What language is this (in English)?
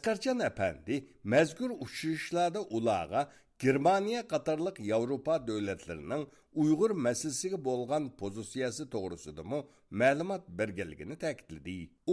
Uyghur